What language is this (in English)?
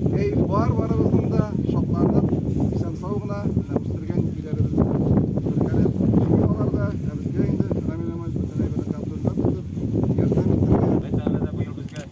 Tatar